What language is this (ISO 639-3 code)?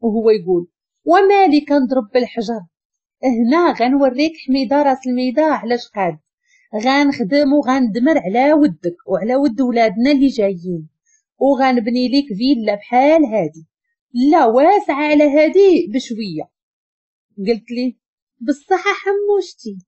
ary